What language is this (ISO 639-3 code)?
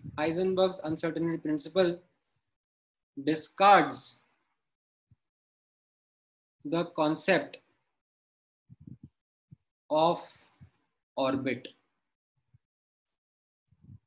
hin